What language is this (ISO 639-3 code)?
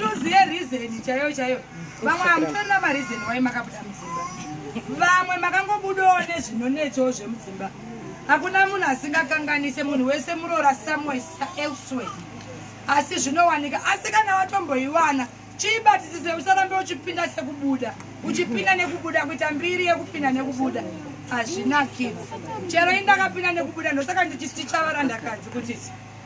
sna